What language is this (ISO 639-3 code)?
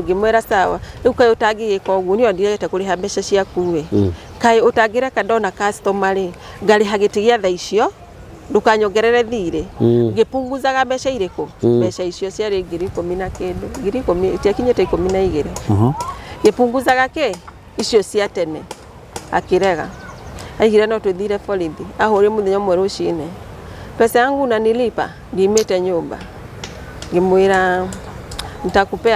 kik